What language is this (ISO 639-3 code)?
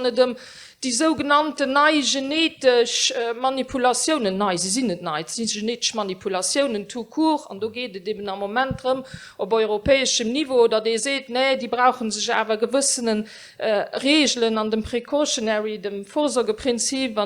ltz